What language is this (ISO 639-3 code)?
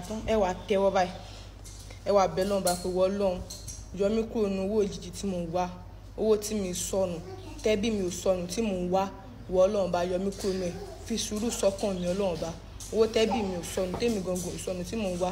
yor